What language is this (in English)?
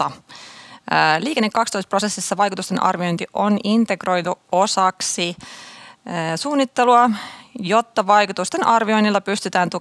Finnish